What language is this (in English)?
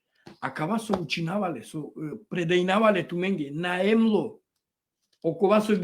Balkan Romani